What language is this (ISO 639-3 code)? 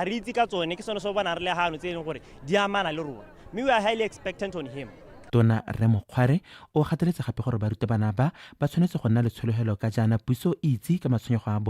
tsn